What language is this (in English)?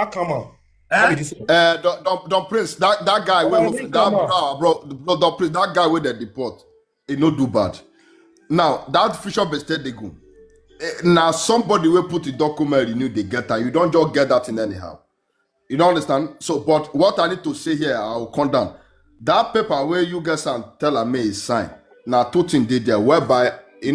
Nigerian Pidgin